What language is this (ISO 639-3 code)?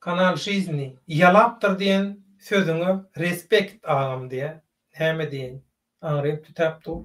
tuk